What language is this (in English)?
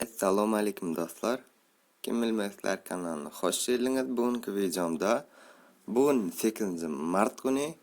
Turkmen